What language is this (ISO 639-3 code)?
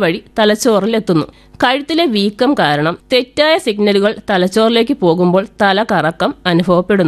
mal